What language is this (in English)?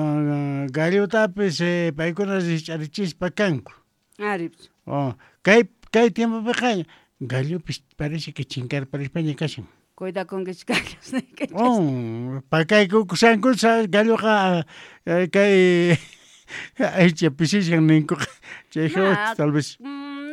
South Bolivian Quechua